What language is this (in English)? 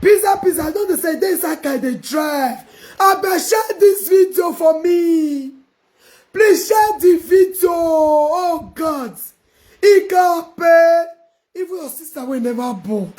Nigerian Pidgin